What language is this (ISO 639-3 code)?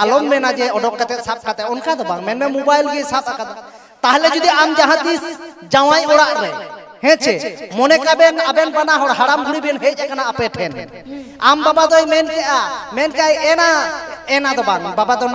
sat